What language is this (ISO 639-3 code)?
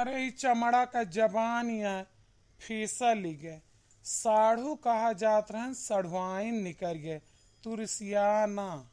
awa